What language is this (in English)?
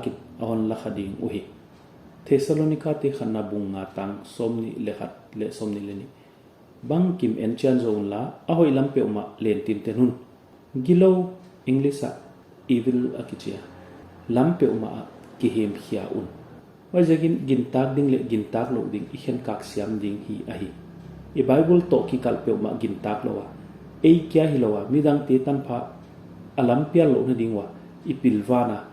Paite Chin